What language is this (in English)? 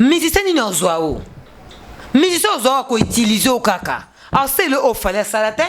Lingala